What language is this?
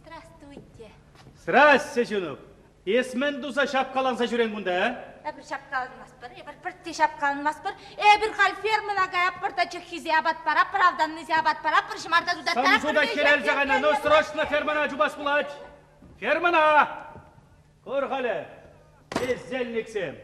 Chuvash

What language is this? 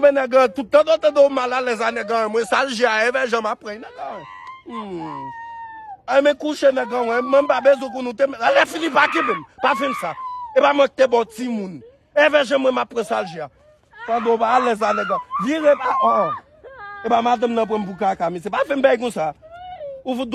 Haitian Creole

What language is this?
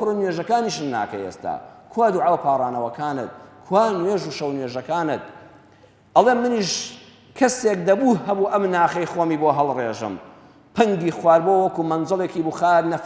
Central Kurdish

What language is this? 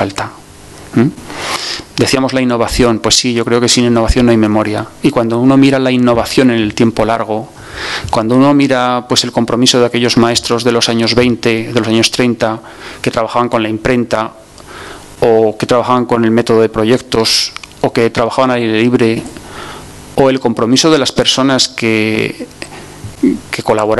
Spanish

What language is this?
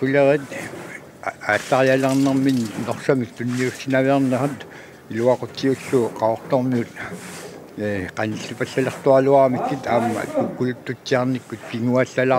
Kalaallisut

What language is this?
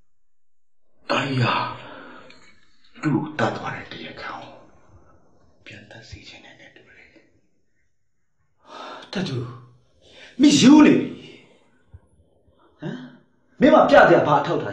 Burmese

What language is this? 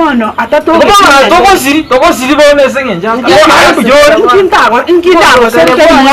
Gusii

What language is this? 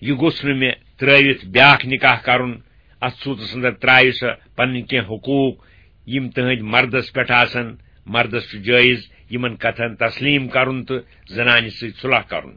Kashmiri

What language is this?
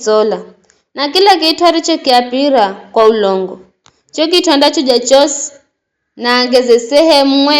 Giryama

